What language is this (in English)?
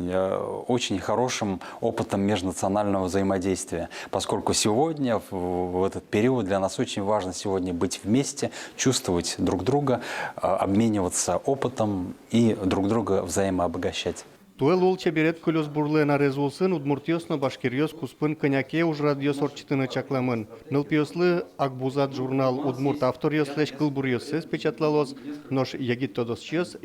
Udmurt